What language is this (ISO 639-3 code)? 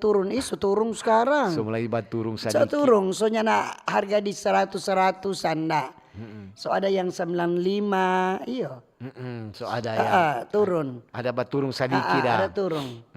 xmm